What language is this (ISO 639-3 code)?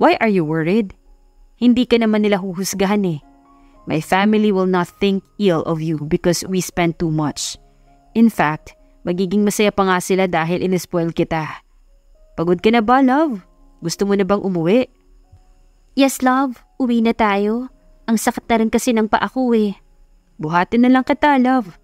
fil